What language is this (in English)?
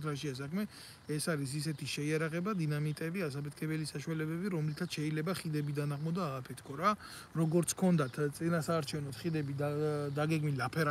Georgian